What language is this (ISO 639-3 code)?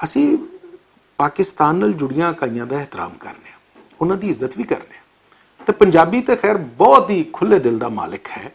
lah